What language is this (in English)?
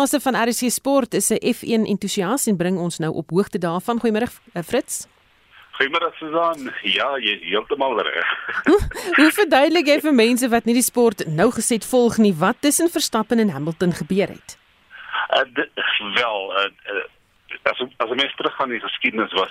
Afrikaans